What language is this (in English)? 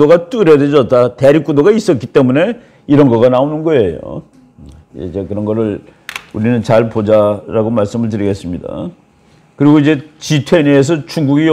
Korean